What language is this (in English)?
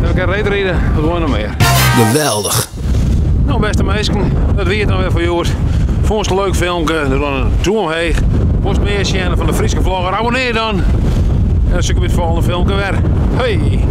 Western Frisian